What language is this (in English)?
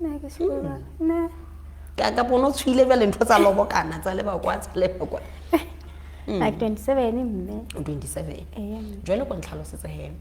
Southern Sotho